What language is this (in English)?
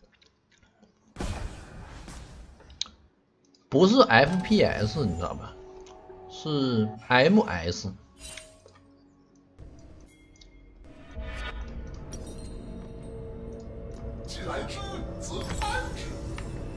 Chinese